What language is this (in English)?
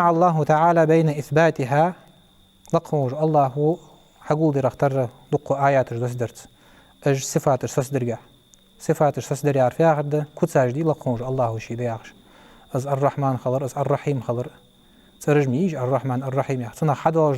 Ingush